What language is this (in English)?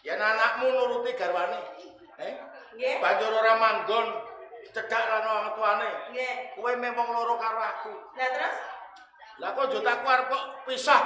Javanese